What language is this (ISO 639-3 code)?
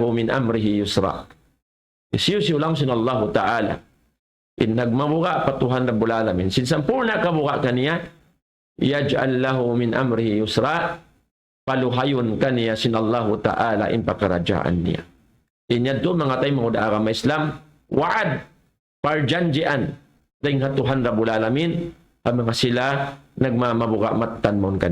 tsg